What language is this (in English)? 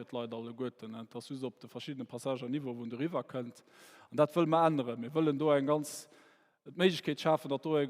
Luxembourgish